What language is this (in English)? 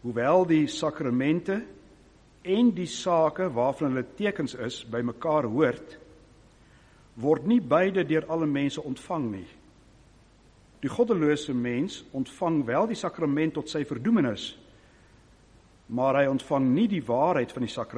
Afrikaans